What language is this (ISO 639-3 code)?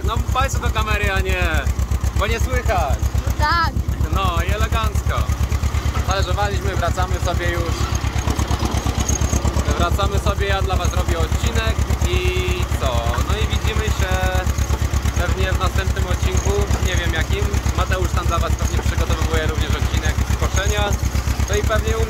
pol